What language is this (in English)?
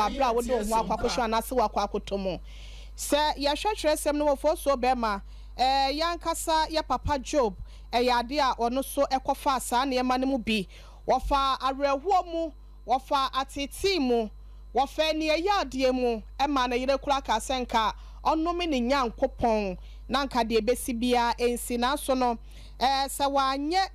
Akan